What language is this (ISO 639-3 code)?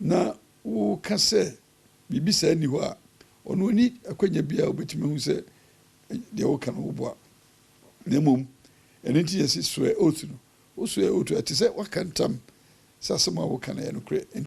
aka